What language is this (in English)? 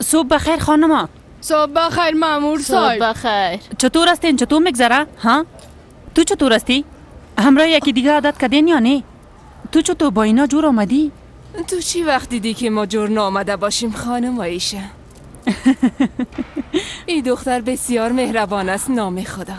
Persian